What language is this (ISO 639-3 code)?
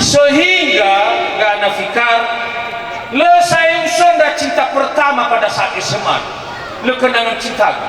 nia